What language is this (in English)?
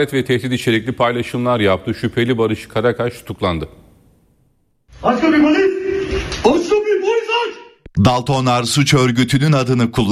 Turkish